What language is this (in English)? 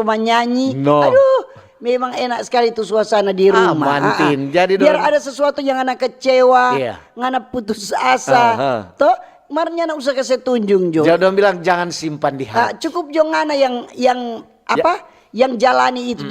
Manado Malay